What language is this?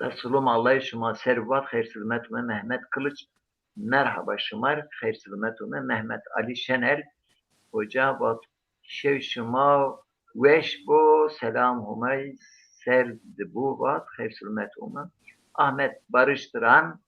Zaza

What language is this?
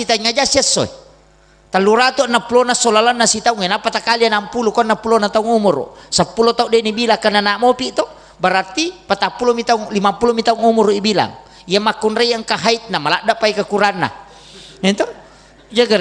Buginese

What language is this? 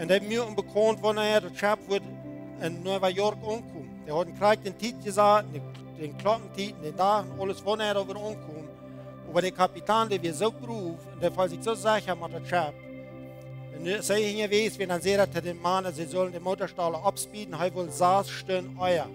Plautdietsch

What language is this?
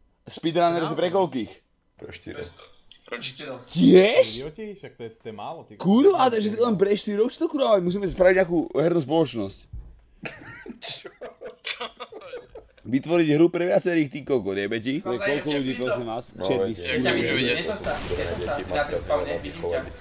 Slovak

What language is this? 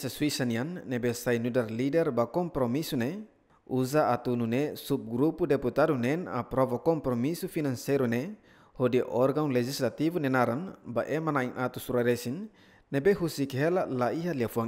Tetum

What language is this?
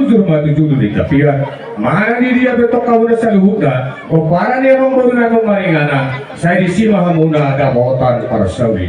Batak Toba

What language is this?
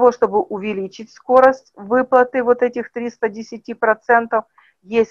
Russian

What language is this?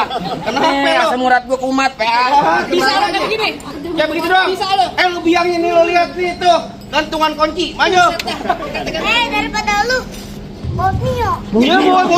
Betawi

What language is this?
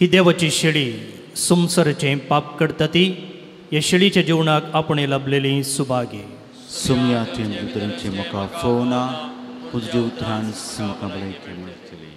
Konkani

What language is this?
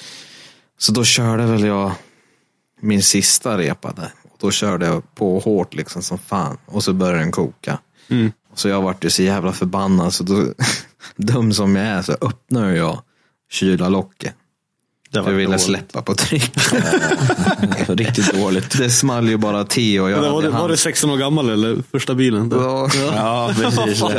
Swedish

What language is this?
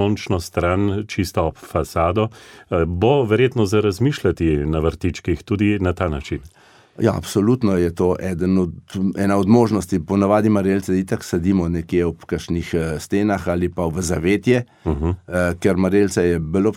Slovenian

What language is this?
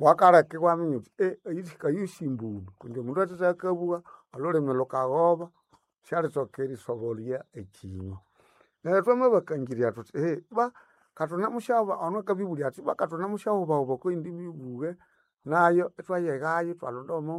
Nande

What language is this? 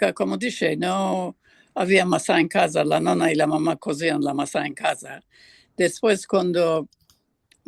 Ladino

